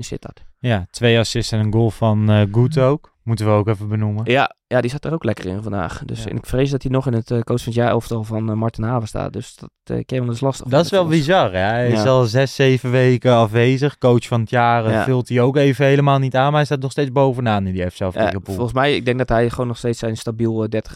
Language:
Dutch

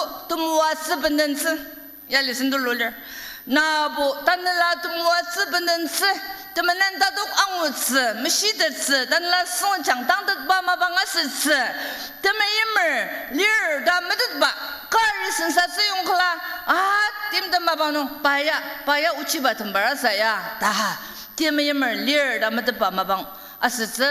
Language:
Ao Naga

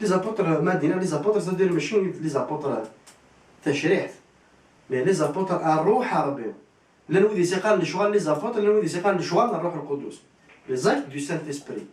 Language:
Kabyle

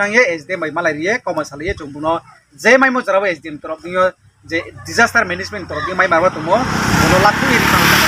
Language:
Riang (India)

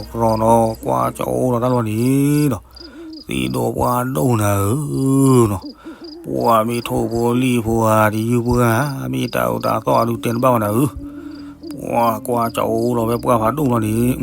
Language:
S'gaw Karen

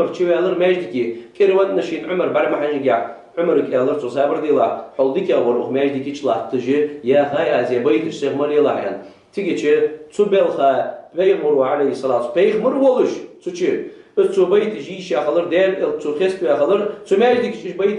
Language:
Ingush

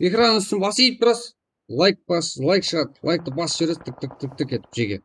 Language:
Kara-Kalpak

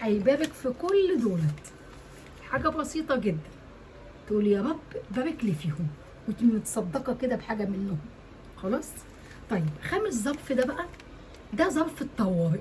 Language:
Egyptian Arabic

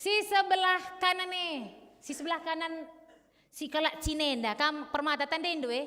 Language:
Batak Karo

